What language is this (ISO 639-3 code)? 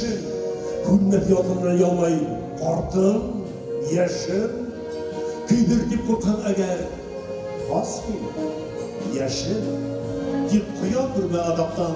bak